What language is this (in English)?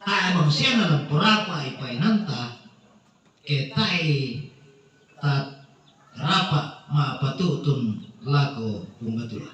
Toraja-Sa'dan